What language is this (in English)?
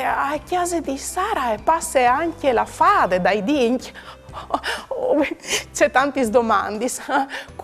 Friulian